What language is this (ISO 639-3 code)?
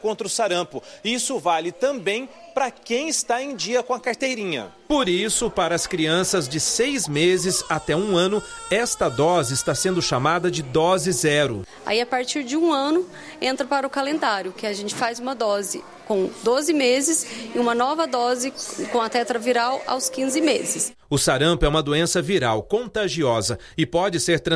por